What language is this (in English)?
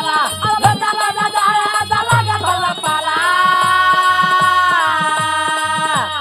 Bhojpuri